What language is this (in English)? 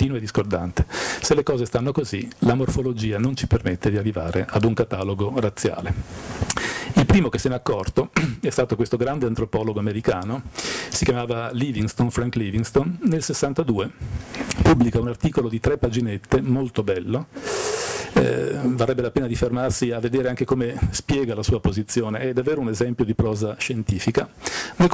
Italian